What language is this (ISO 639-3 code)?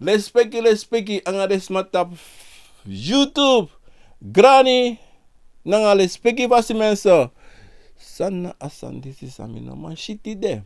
srn